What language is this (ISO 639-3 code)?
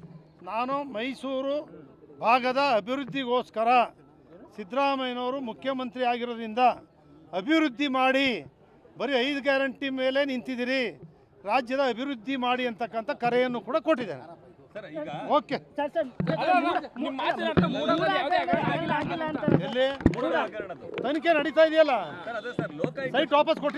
kan